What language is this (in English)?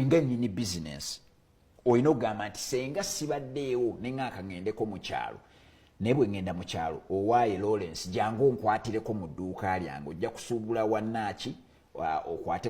Ganda